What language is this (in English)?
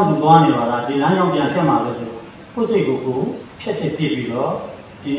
Burmese